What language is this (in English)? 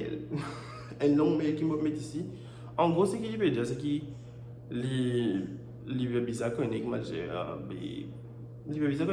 Morisyen